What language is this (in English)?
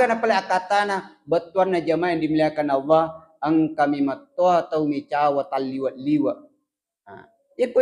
Buginese